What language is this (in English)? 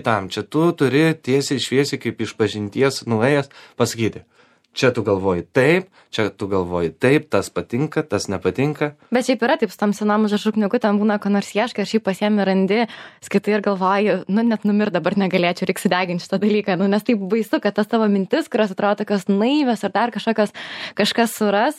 Lithuanian